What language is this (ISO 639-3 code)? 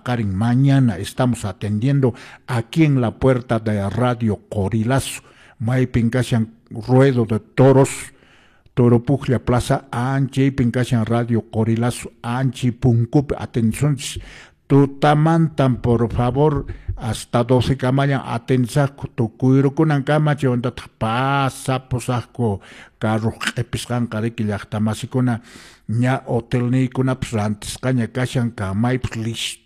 que